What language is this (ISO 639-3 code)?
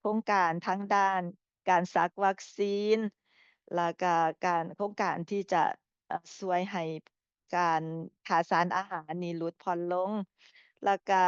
lao